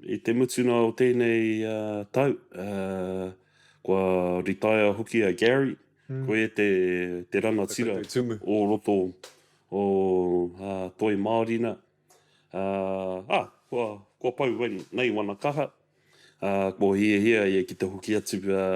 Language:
Māori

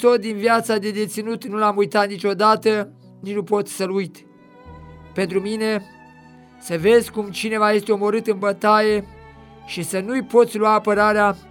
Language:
Romanian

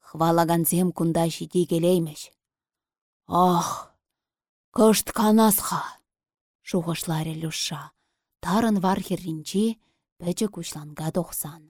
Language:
Chuvash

